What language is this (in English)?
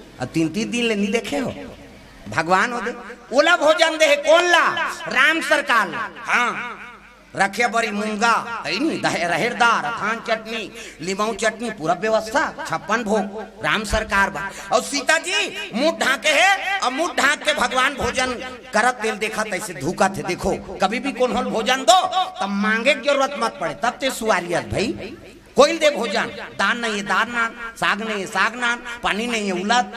Chhattisgarhi